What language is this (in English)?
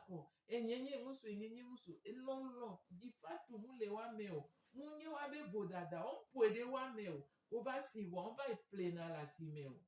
Gen